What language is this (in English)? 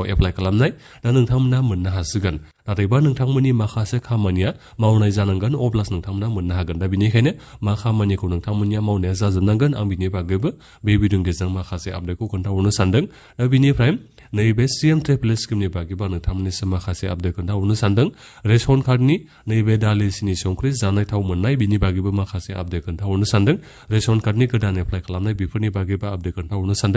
Bodo